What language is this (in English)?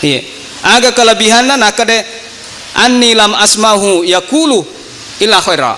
Buginese